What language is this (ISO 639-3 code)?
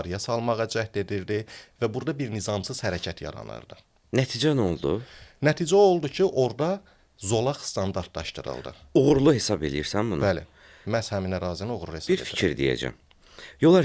aze